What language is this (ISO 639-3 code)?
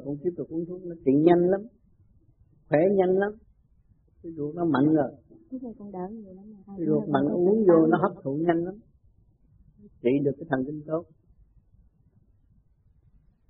vie